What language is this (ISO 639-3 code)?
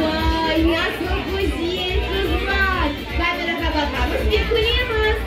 crh